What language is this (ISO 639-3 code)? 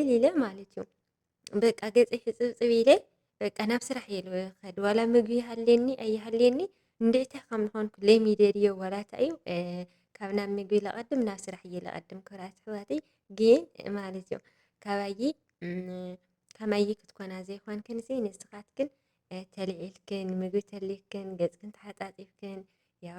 tir